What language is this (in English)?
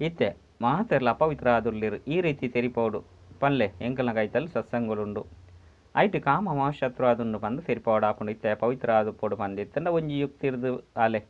Tulu